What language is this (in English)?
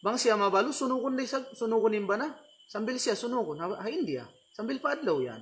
Tausug